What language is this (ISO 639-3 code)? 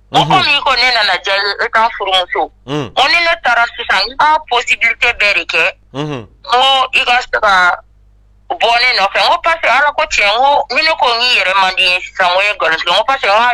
bam